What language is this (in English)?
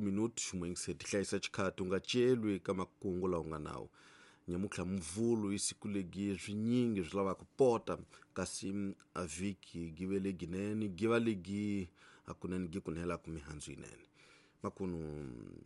Tsonga